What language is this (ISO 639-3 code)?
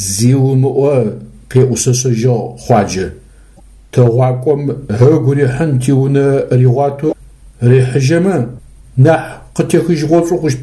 ady